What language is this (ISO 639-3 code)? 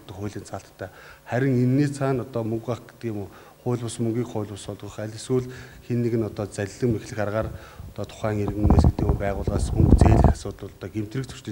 mon